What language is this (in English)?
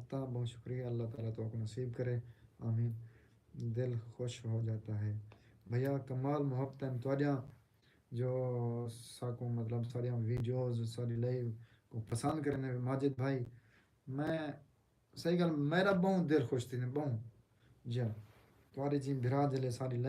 Saraiki